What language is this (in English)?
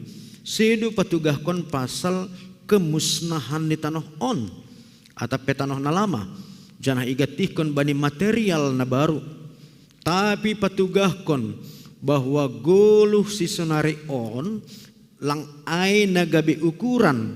Batak Simalungun